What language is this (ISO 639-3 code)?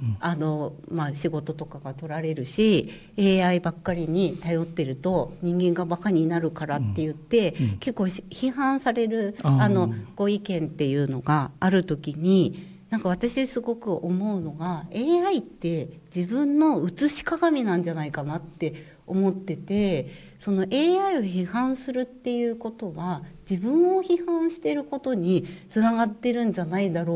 jpn